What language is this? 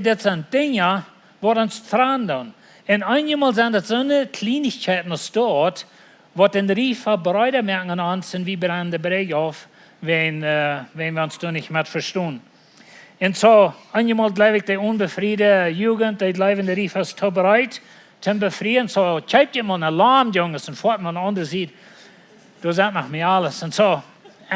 Plautdietsch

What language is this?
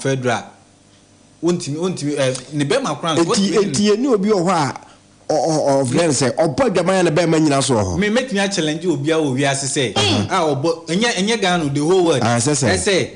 Akan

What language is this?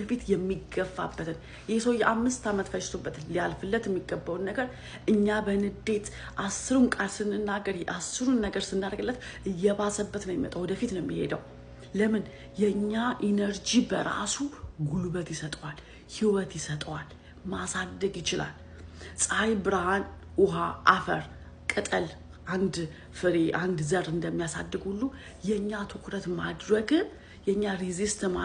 Amharic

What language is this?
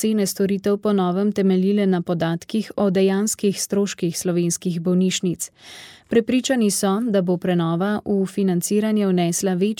Slovenian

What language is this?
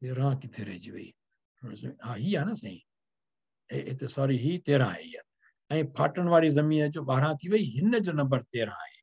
Sindhi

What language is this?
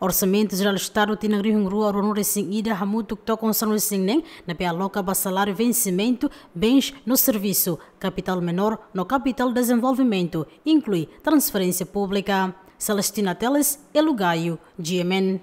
Tetum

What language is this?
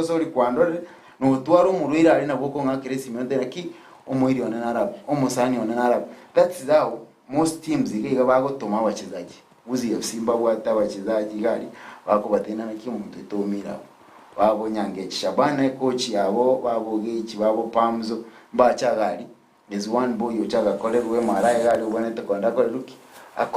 Gusii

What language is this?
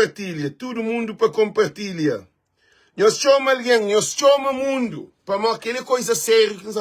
Kabuverdianu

